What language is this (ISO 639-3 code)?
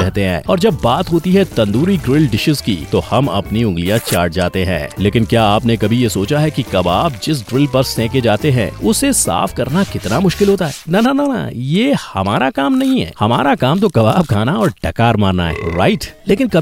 hin